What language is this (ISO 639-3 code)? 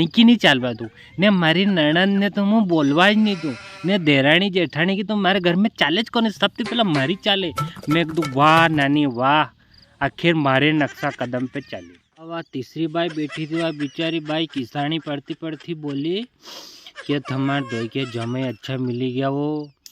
raj